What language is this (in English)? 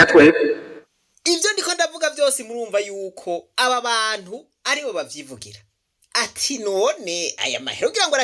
Rundi